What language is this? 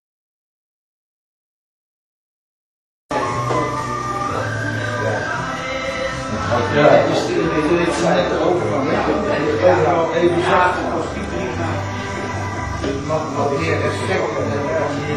Dutch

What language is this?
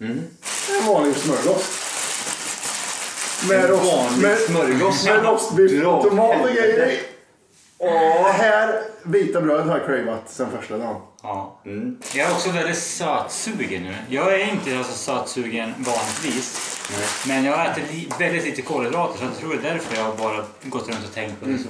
Swedish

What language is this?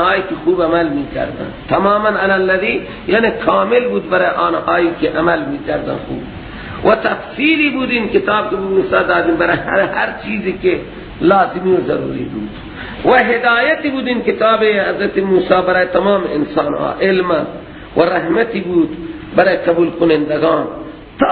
Persian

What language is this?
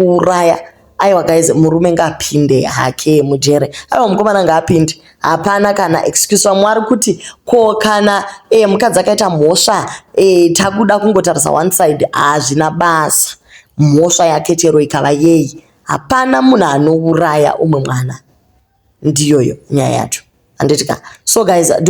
Shona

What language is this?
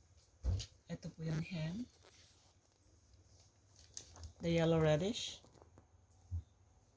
Filipino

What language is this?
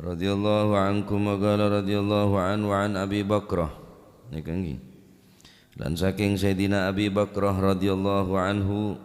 Madurese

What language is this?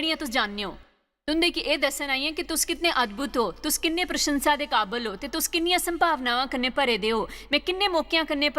Dogri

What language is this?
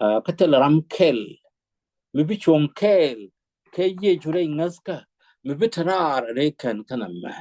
Nuer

